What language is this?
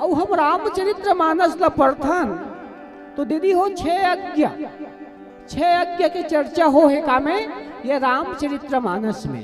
Chhattisgarhi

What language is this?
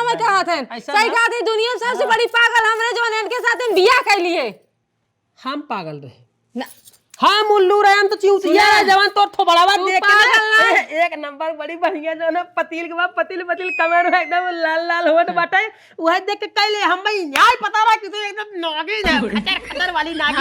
Awadhi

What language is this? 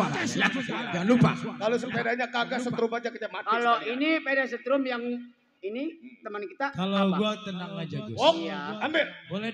Betawi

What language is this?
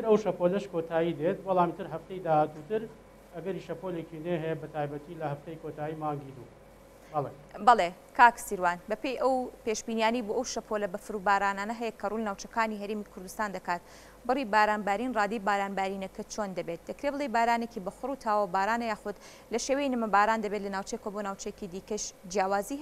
Central Kurdish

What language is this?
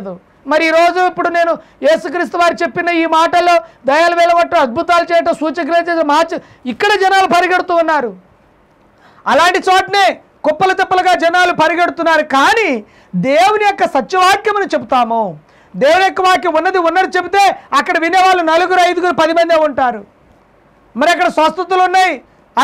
Telugu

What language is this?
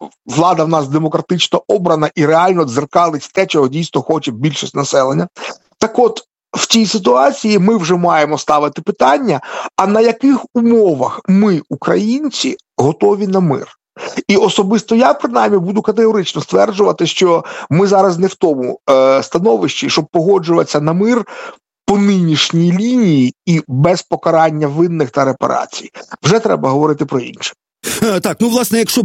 Ukrainian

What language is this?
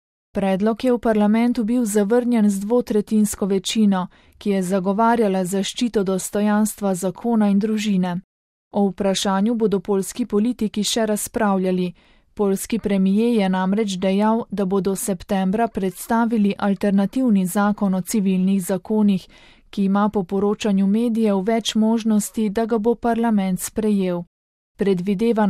Slovenian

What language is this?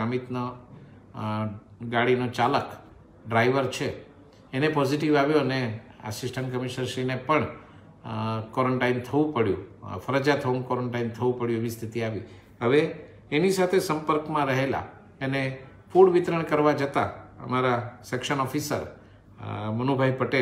Gujarati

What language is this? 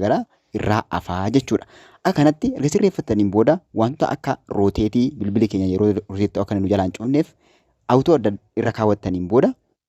Oromo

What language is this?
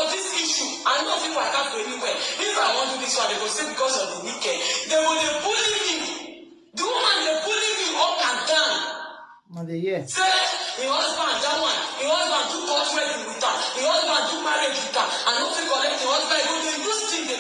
Nigerian Pidgin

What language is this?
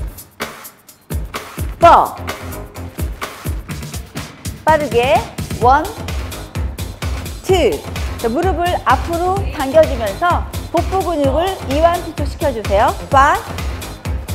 Korean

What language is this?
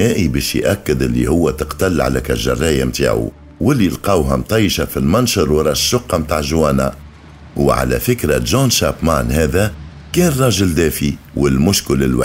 Tunisian Arabic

